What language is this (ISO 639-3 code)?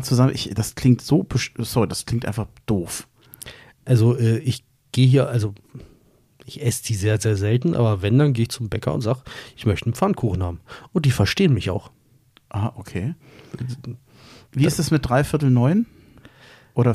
deu